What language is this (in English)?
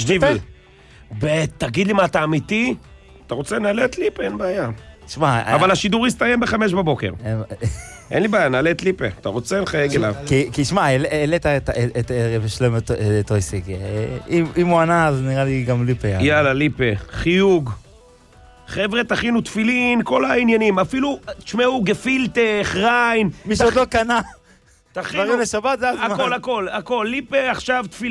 Hebrew